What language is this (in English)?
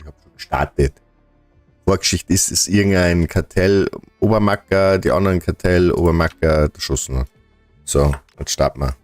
Bavarian